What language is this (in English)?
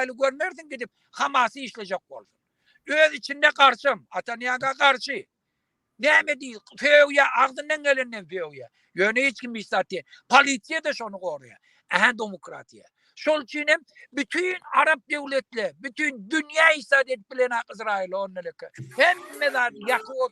Turkmen